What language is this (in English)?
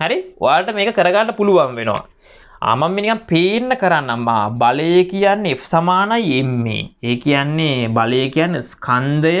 Sinhala